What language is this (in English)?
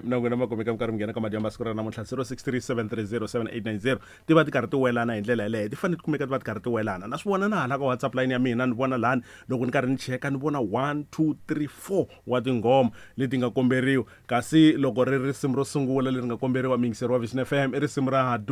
Tsonga